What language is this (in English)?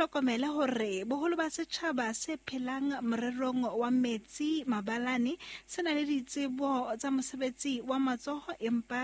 Southern Sotho